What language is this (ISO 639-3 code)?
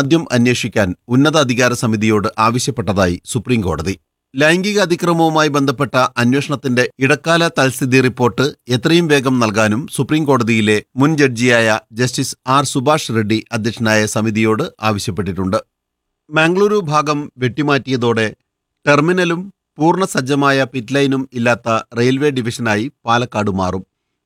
mal